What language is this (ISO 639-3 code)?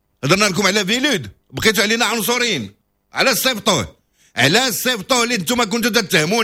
ary